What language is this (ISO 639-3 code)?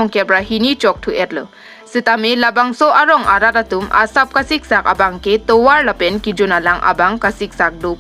mjw